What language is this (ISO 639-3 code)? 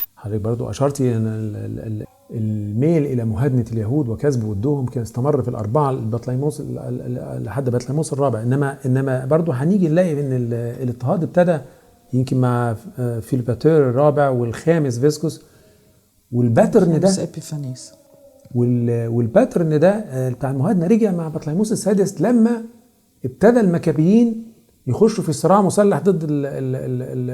arz